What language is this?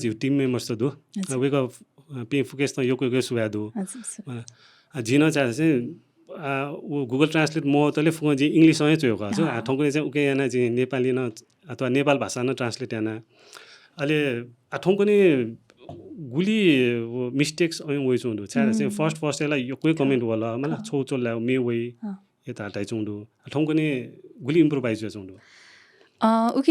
Newari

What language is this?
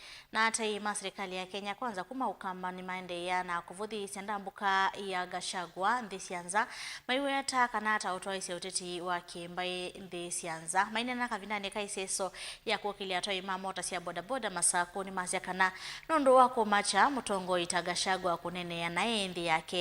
Kamba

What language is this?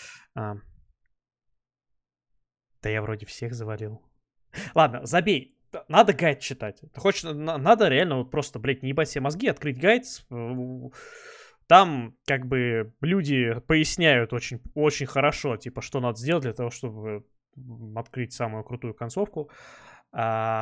Russian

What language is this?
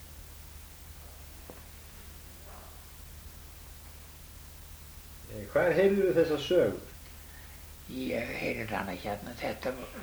Icelandic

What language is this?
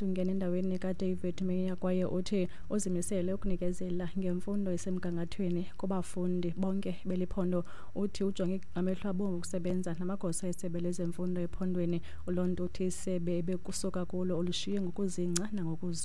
Xhosa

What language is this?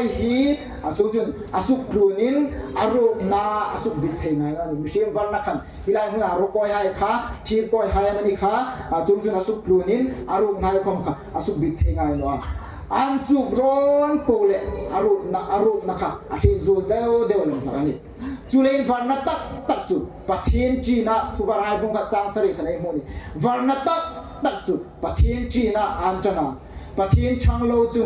Hmar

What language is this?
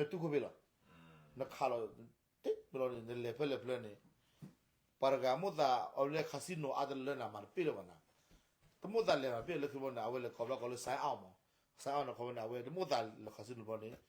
S'gaw Karen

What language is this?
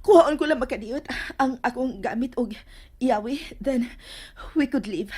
Cebuano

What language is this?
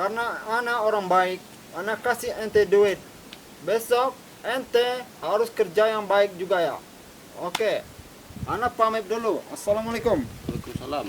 Minangkabau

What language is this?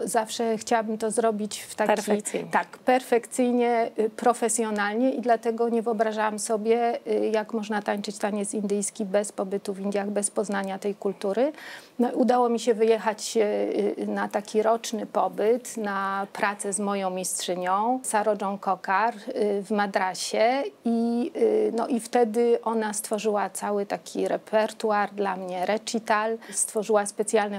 Polish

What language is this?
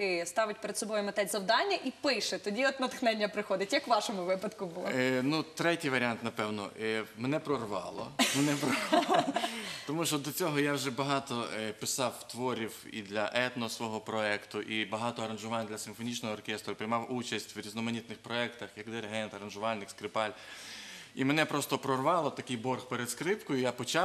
Ukrainian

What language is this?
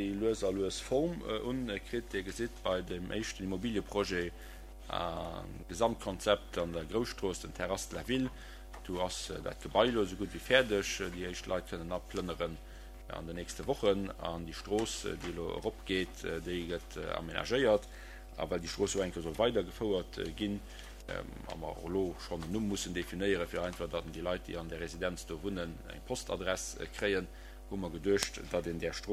Luxembourgish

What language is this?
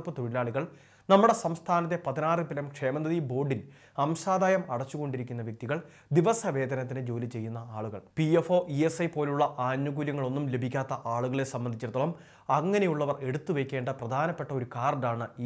Malayalam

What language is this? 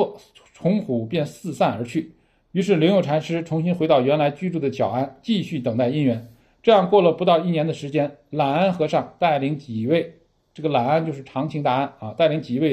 Chinese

